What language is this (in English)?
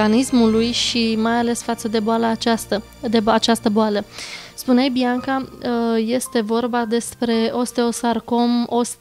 Romanian